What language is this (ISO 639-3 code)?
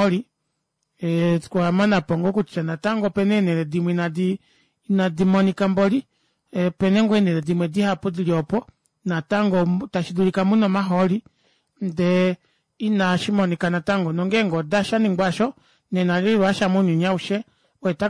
kua